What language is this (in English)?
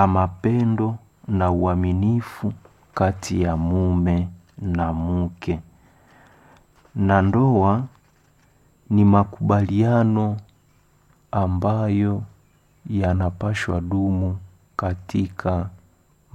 Swahili